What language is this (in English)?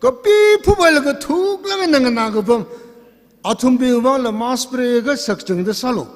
Tangkhul Naga (India)